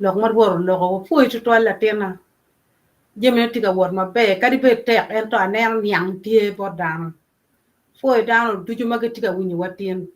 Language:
Acoli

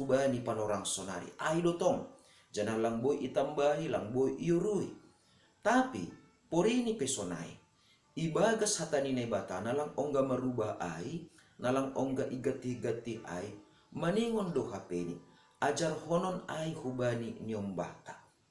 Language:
Batak Simalungun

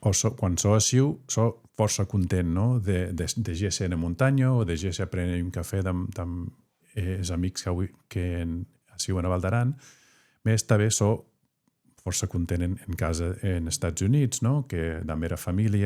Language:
Occitan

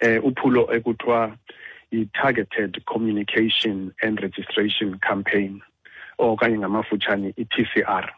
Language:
Xhosa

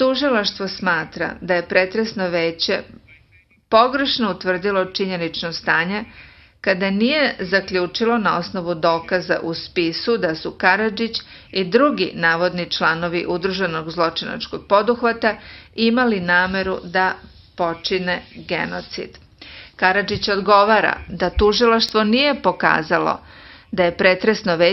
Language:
Serbian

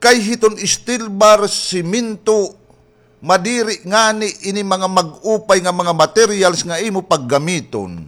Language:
Waray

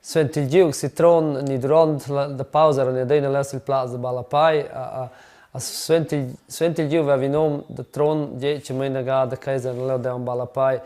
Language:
Romansh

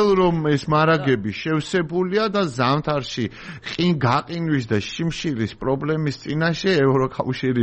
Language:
Georgian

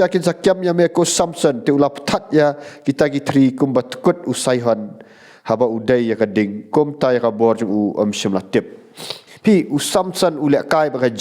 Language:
Khasi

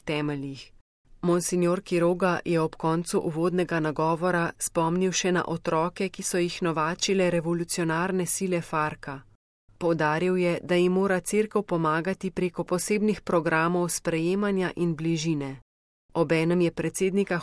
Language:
Slovenian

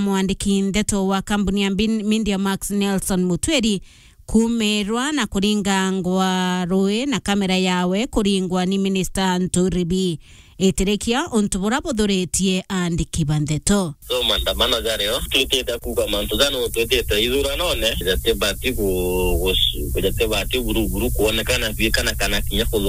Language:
Meru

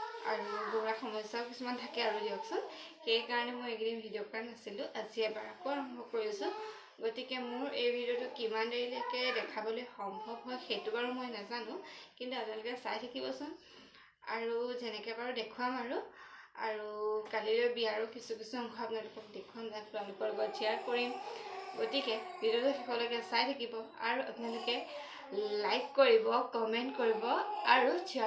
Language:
Assamese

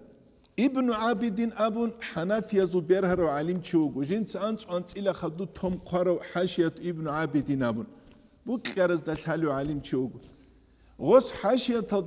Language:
Avaric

